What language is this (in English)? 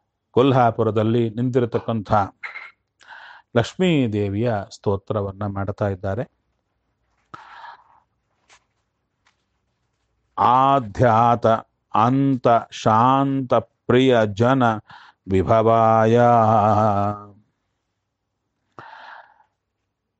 Kannada